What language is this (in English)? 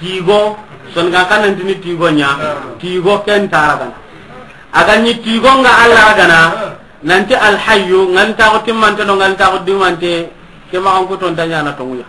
Soninke